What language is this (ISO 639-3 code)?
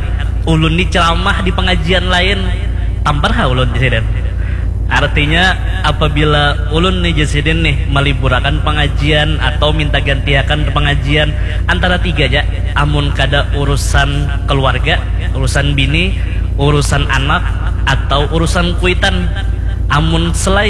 bjn